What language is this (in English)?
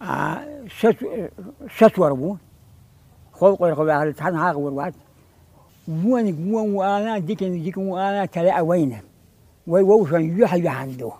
Chechen